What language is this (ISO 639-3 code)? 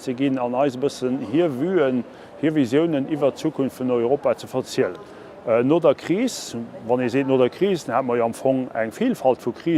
ltz